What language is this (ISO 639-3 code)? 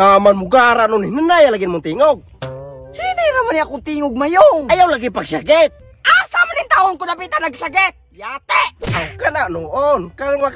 ceb